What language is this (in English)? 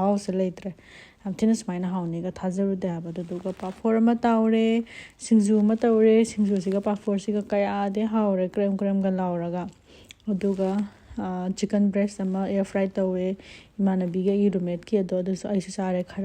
Manipuri